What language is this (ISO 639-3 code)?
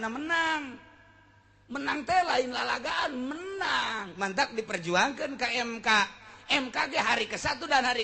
sun